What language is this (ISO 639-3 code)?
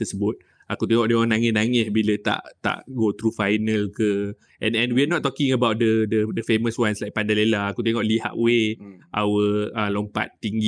msa